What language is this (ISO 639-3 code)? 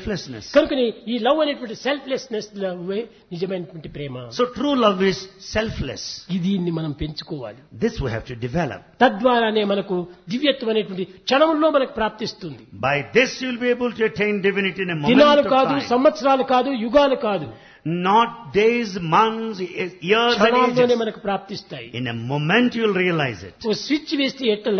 tel